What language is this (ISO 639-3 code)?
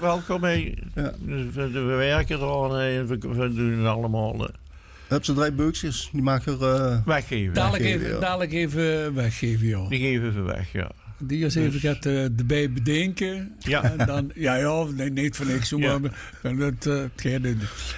lim